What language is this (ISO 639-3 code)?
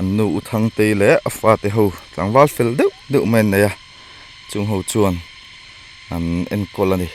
lus